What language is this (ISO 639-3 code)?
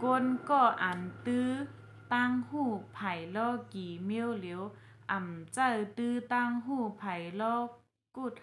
shn